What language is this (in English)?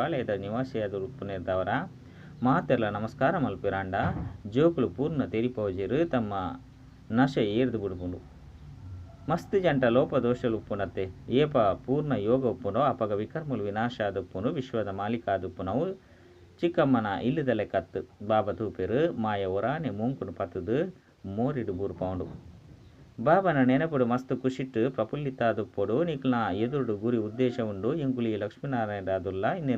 Tulu